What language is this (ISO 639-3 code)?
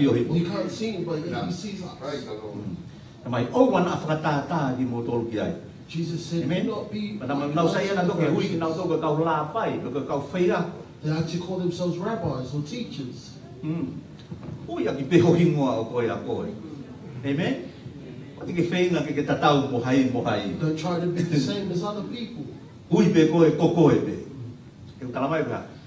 ton